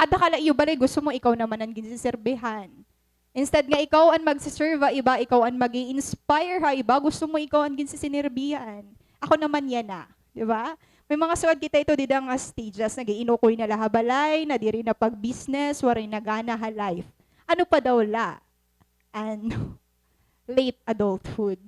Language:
Waray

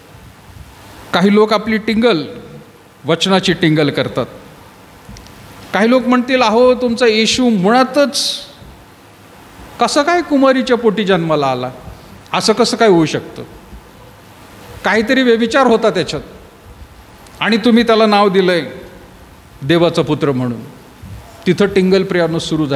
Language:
Marathi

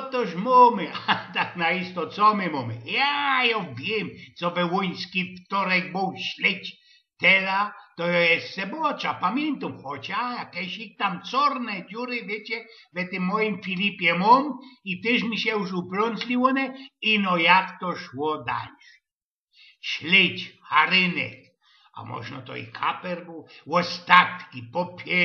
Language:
Silesian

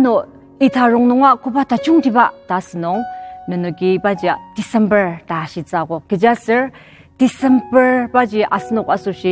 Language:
Ao Naga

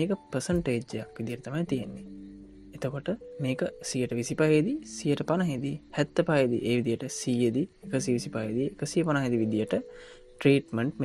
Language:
Sinhala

